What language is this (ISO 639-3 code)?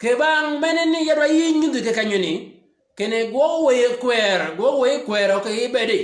shk